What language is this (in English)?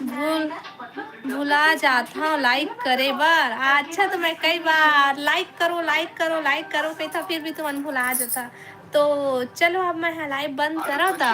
Chhattisgarhi